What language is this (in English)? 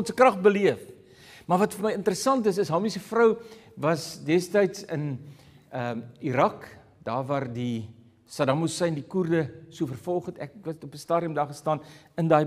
Afrikaans